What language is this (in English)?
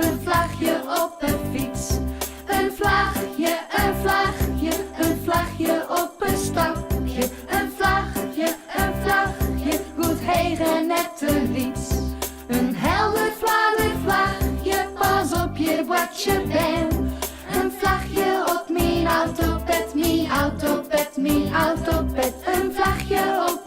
Western Frisian